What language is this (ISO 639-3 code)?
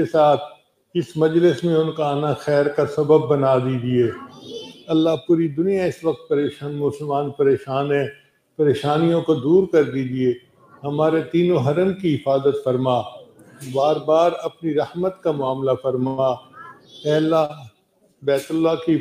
urd